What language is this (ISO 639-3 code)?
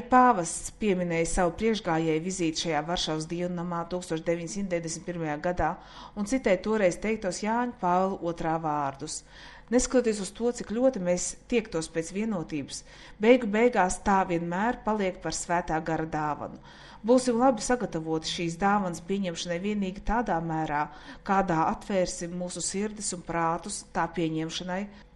lav